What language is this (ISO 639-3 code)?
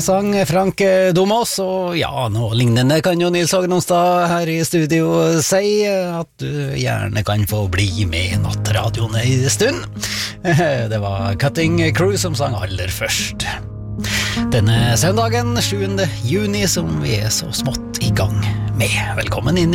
nor